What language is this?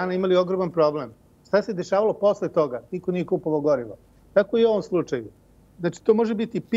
Serbian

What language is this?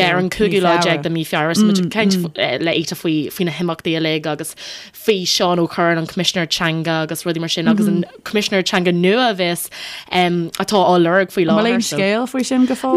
Irish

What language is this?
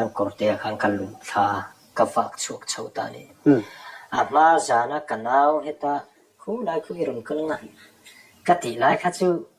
Mizo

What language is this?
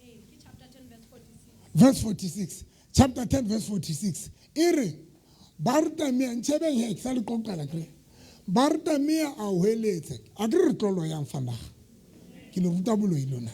Southern Sotho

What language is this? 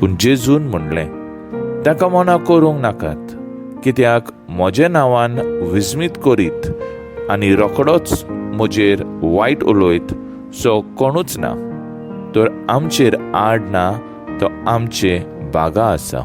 Konkani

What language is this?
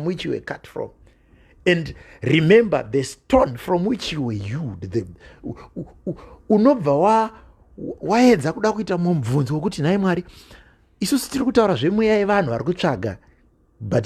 Shona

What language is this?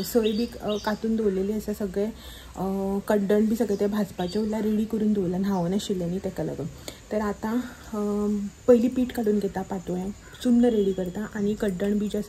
Konkani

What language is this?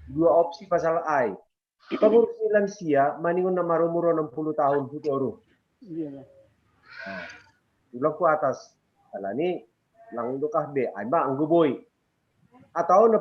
Batak Simalungun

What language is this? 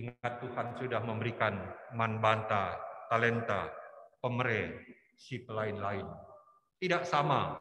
Batak Karo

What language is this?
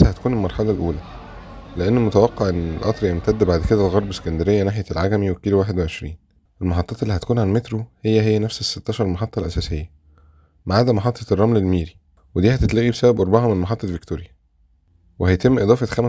Egyptian Arabic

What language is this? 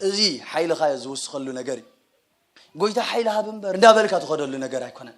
Tigrinya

